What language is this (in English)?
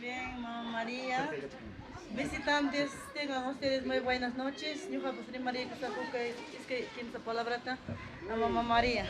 Ayacucho Quechua